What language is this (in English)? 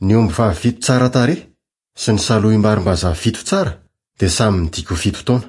Malagasy